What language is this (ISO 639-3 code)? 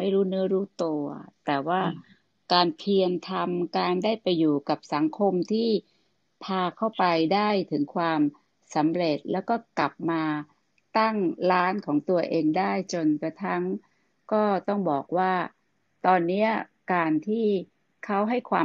tha